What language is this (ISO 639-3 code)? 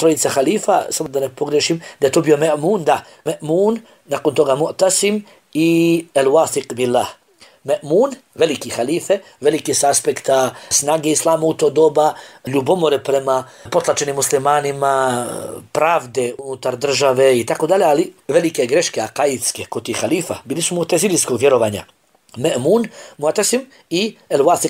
bos